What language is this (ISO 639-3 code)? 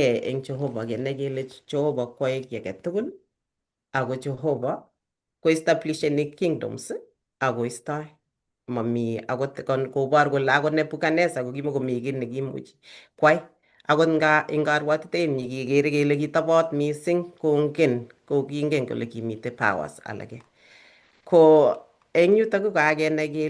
kln